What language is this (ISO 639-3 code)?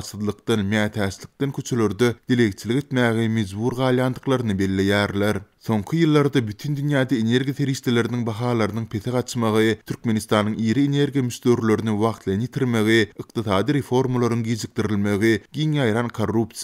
tuk